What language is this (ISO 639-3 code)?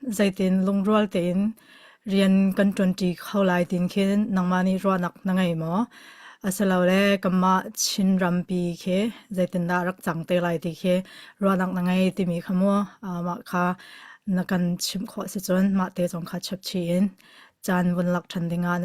cnh